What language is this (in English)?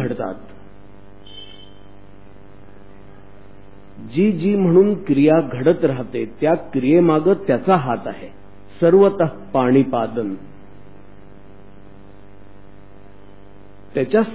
Marathi